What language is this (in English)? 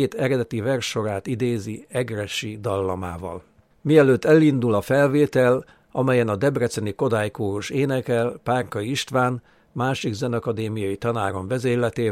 Hungarian